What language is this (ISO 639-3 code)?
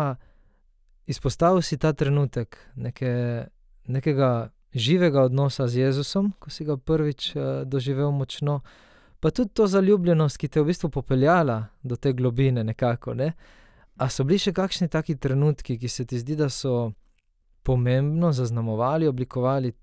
slv